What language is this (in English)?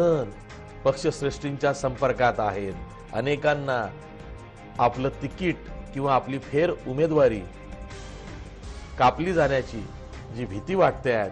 Marathi